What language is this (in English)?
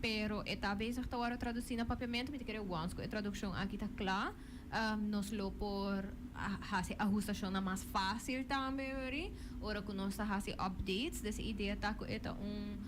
Papiamento